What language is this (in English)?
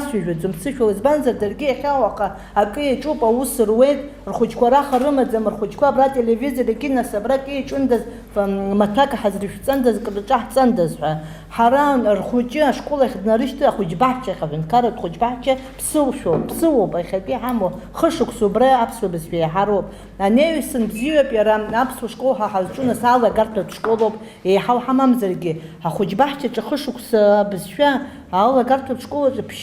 Abkhazian